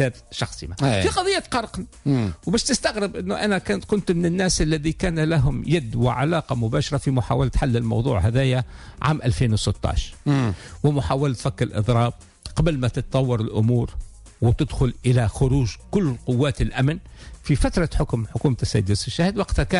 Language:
Tunisian Arabic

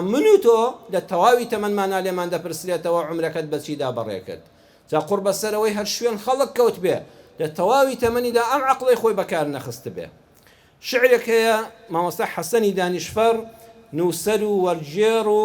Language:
Central Kurdish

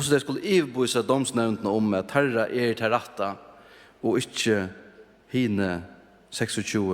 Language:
Faroese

